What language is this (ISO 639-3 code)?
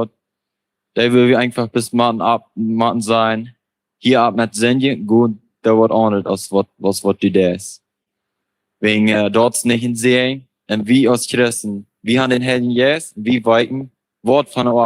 pdt